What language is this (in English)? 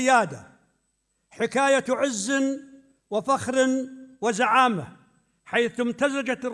North Levantine Arabic